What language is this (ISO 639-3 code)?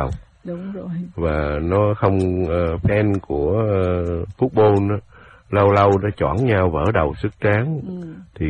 vie